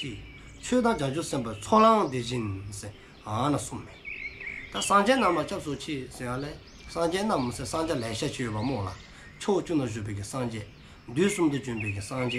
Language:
Dzongkha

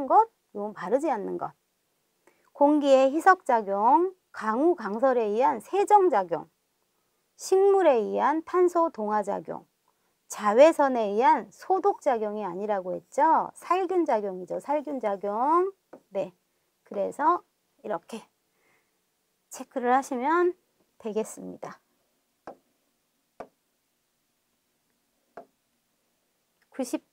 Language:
Korean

